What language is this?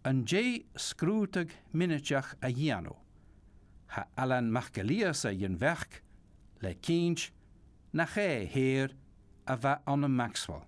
Scottish Gaelic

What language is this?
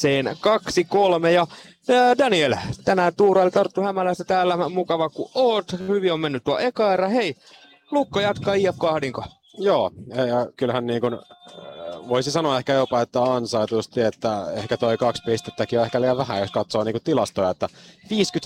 Finnish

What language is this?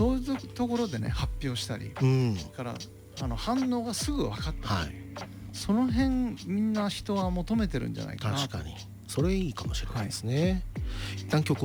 Japanese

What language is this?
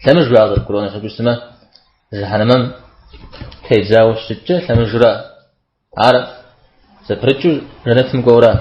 Kabardian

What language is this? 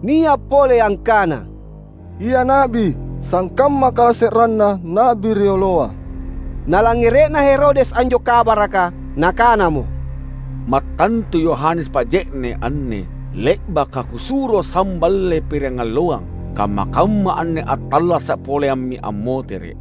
Makasar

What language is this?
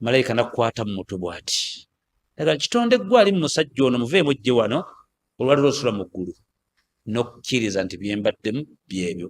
Ganda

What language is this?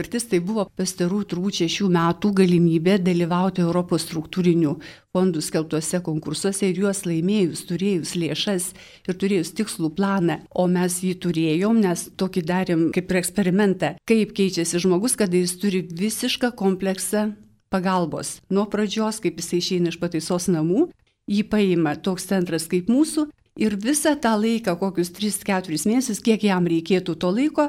Lithuanian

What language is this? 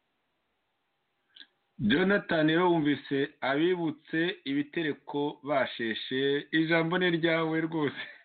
Kinyarwanda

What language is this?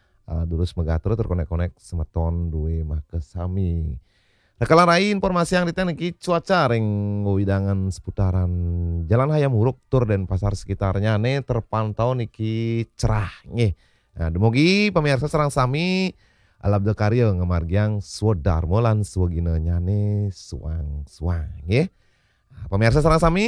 Balinese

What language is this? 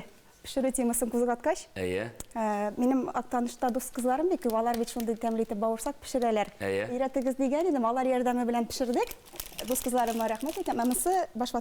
Tatar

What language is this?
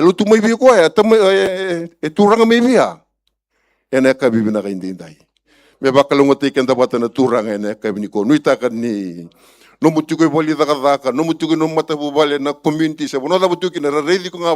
Fijian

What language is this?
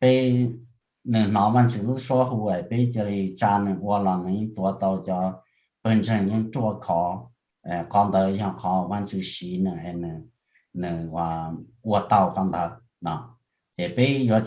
Hmong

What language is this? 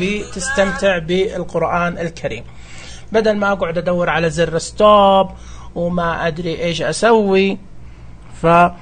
Najdi Arabic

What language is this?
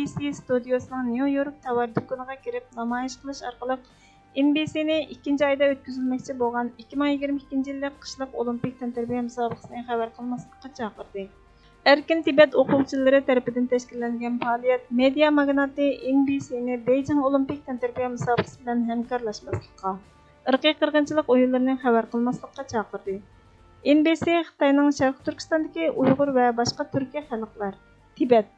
Uyghur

